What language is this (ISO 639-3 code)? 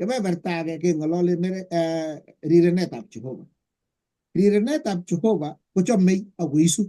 kln